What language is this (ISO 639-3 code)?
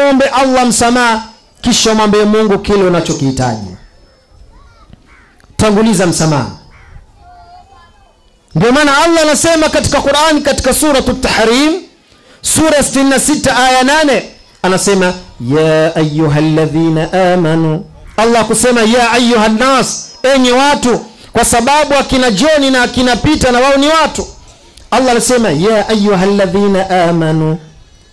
swa